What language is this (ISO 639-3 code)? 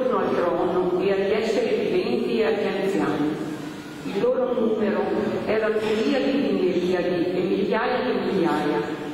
ita